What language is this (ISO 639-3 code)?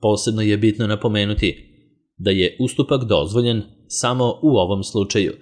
srp